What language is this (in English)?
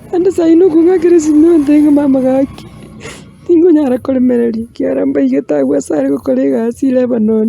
Gusii